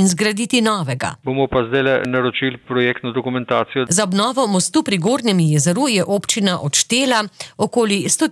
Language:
Slovenian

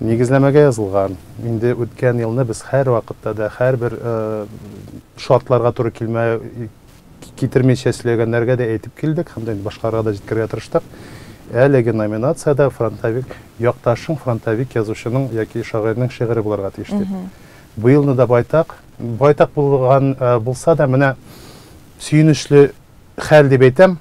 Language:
Tatar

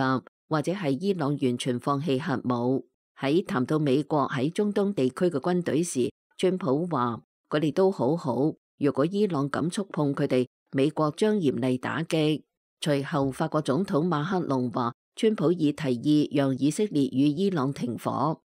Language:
Cantonese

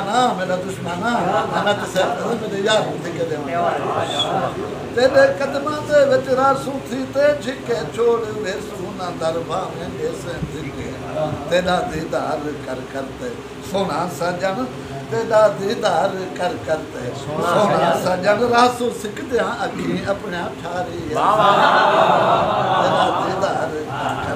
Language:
Saraiki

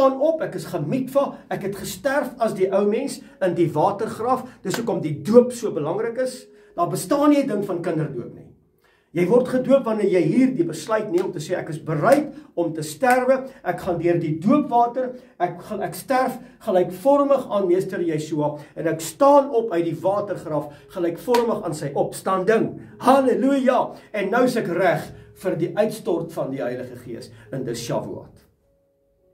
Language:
Afrikaans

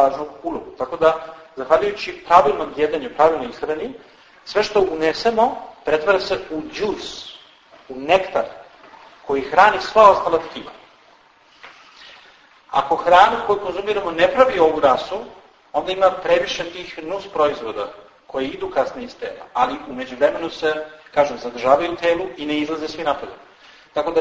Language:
Serbian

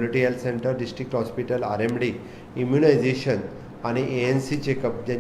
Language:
Konkani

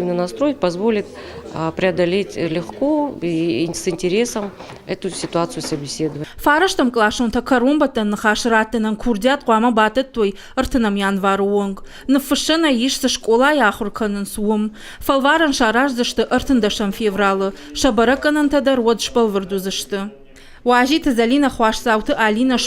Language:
Ossetic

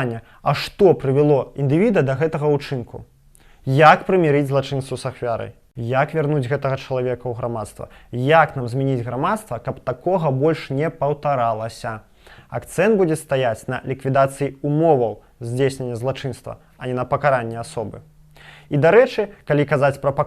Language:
Belarusian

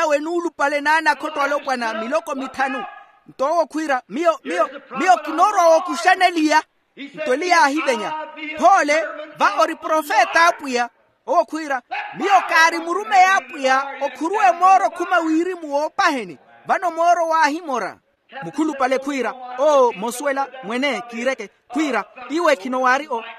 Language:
Makhuwa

